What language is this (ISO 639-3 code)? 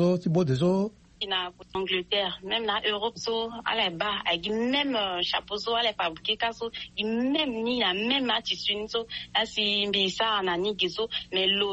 sag